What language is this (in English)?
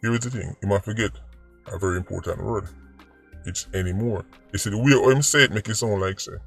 Jamaican Creole English